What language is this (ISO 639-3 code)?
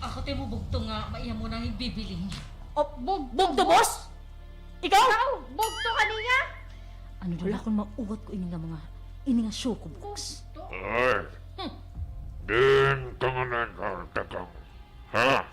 war